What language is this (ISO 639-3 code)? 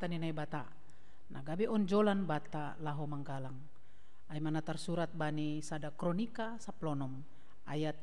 bts